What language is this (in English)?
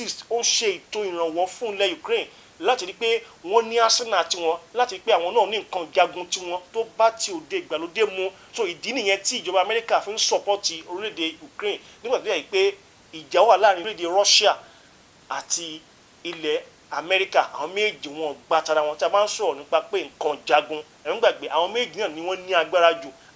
Yoruba